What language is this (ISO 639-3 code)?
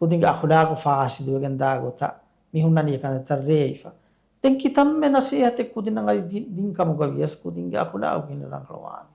div